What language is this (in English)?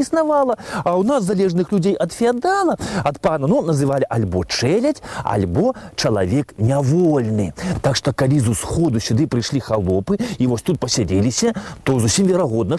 Belarusian